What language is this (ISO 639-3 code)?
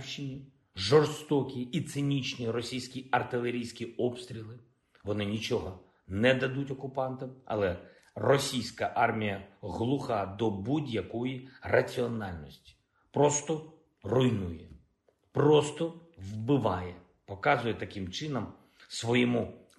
ukr